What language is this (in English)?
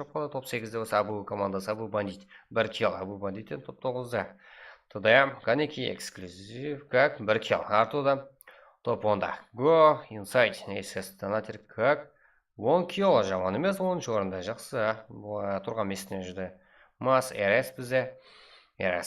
Kara-Kalpak